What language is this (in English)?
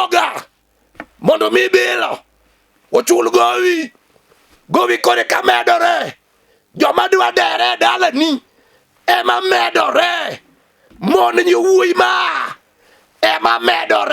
Luo (Kenya and Tanzania)